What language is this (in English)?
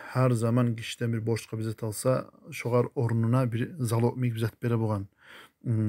Kumyk